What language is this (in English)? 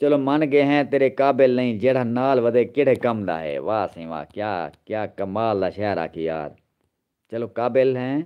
Saraiki